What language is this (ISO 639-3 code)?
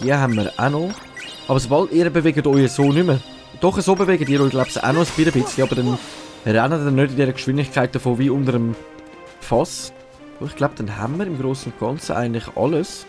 gsw